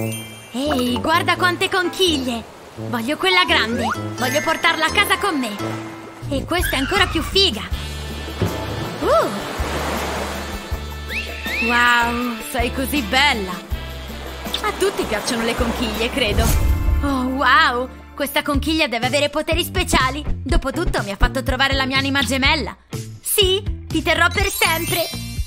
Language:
Italian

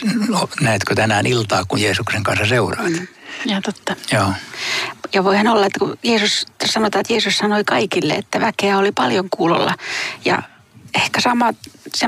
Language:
Finnish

